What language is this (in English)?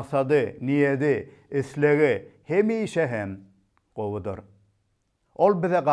Turkmen